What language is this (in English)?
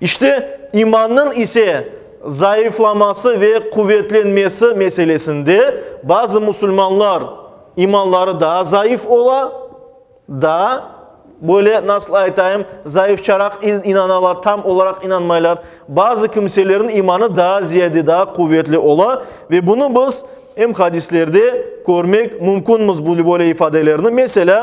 Crimean Tatar